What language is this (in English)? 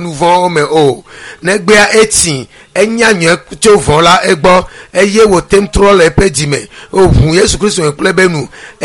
Ewe